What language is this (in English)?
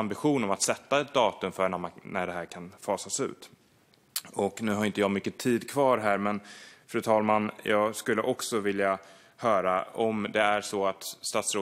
Swedish